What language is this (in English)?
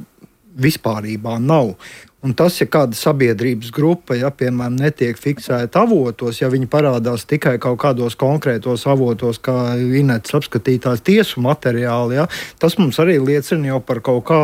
Latvian